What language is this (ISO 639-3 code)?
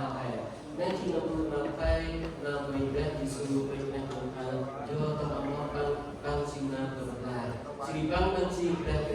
cmo